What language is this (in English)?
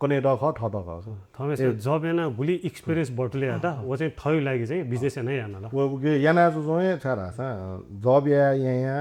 Newari